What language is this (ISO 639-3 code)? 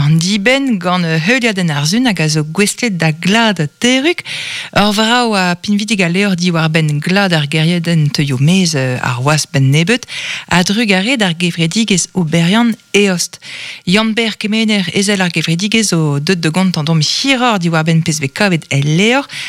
bre